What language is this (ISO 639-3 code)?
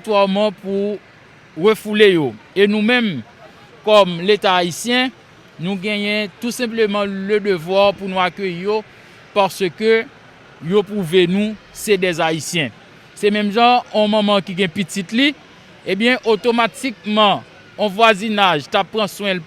hat